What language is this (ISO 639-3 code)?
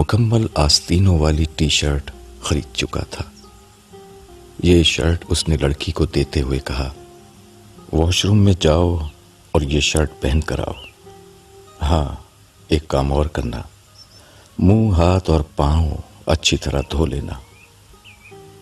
urd